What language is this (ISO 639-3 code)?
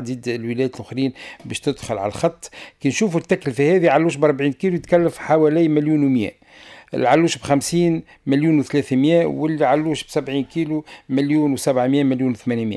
aeb